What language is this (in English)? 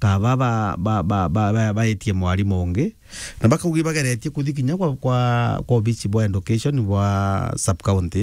Meru